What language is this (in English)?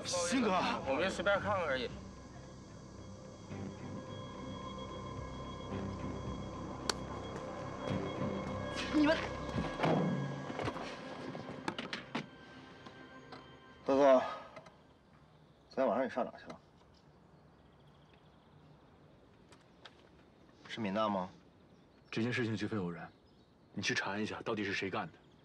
Chinese